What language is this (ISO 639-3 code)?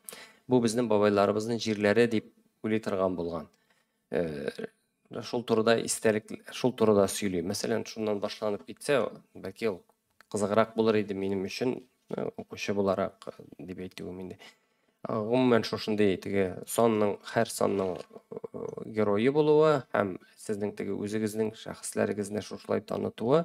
tat